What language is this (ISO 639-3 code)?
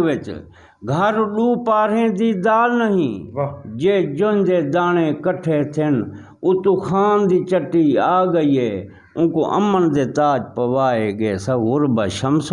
skr